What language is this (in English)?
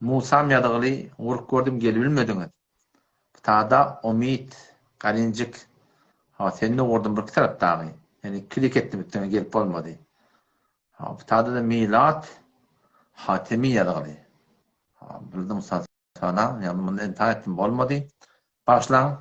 Turkmen